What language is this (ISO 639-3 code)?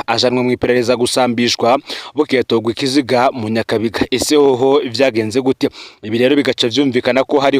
run